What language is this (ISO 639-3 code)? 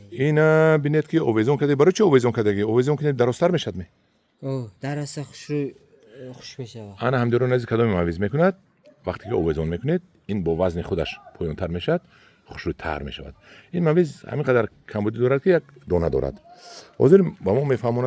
tgk